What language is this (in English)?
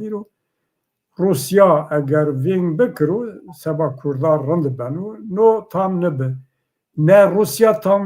Zaza